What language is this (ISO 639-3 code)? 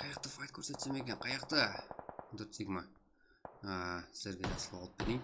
kaa